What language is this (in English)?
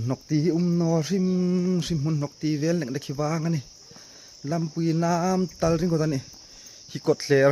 Hmar